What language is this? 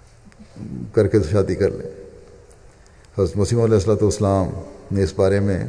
Urdu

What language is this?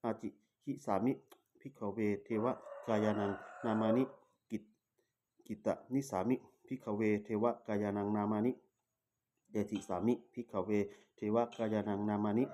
Pali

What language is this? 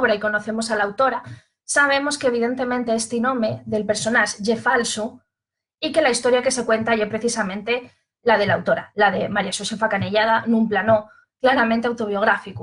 Asturian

